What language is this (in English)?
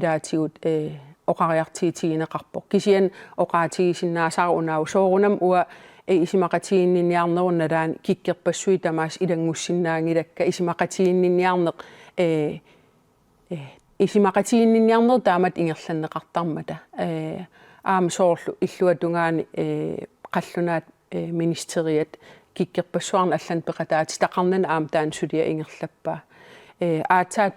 Kalaallisut